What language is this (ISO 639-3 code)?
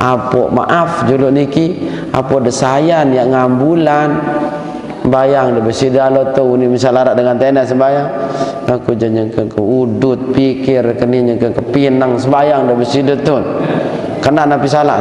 sas